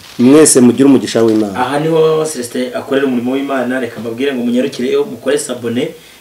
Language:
Kinyarwanda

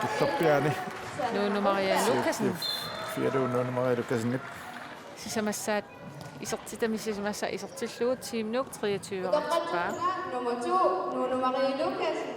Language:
Kalaallisut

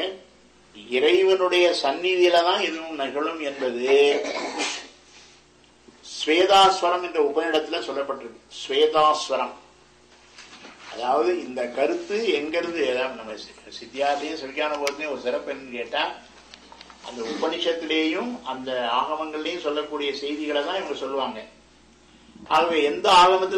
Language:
Tamil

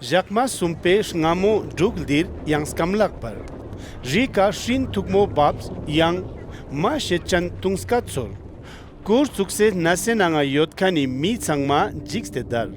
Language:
Ladakhi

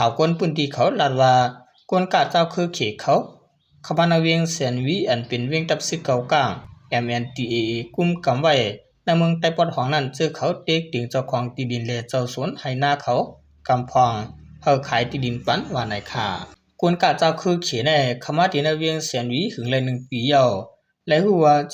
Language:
Shan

